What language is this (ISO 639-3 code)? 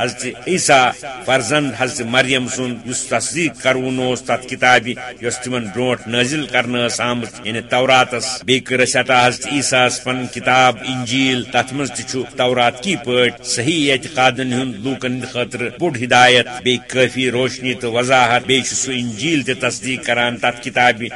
kas